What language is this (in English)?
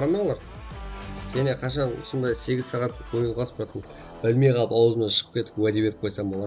Kara-Kalpak